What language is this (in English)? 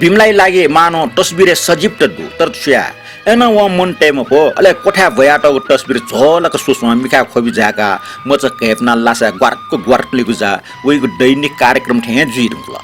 Newari